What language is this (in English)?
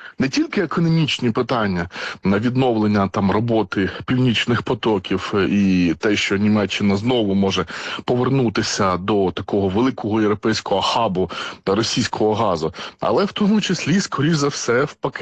Ukrainian